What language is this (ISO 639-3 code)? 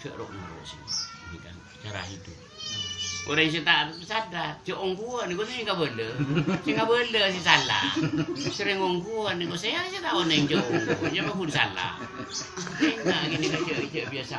mad